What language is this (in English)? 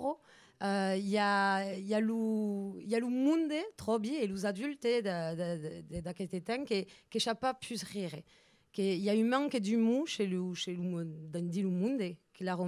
Occitan